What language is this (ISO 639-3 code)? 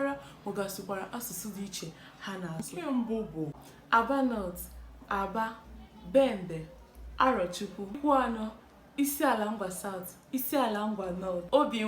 ibo